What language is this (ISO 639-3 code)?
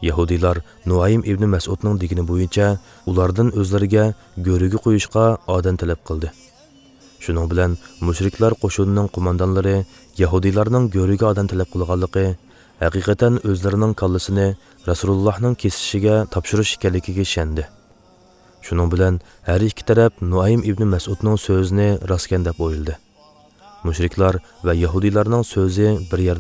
uig